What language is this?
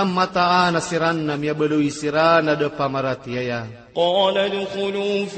Maranao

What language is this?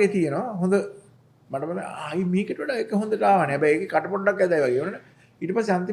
Sinhala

